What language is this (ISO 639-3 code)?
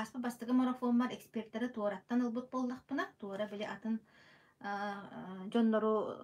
sah